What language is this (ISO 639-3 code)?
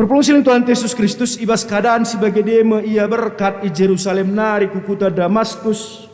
btx